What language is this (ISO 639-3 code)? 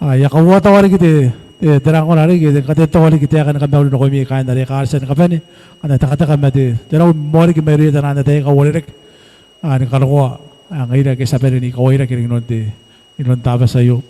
gil